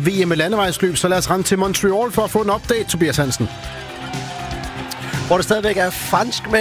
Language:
Danish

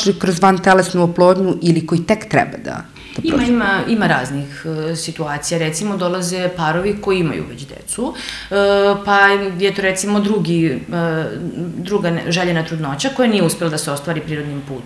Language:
Serbian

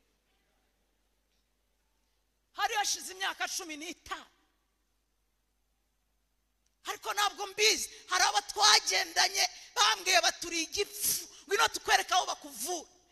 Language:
Kinyarwanda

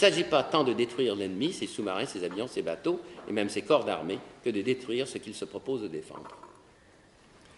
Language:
French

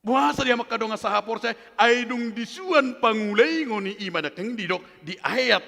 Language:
Batak Toba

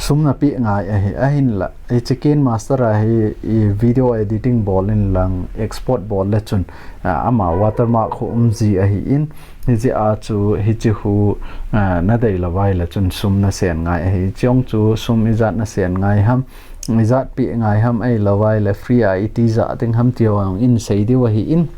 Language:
Thado Chin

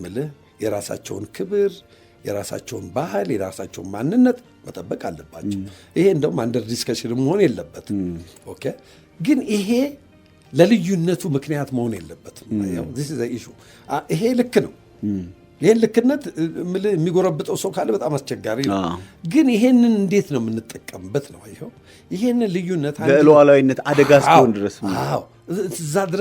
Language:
Amharic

